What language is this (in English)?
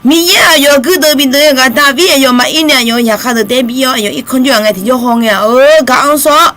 Akha